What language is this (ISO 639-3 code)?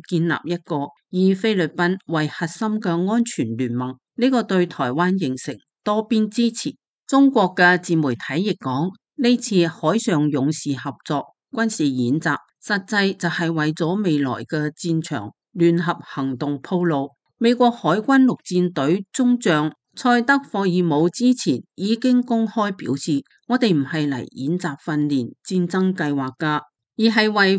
yue